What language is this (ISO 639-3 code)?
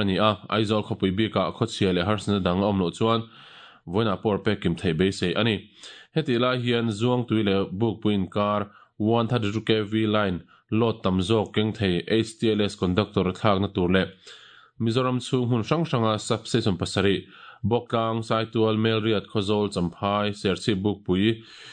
lus